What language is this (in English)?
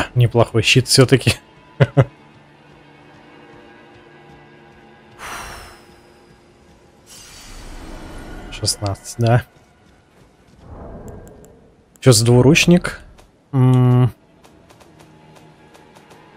Russian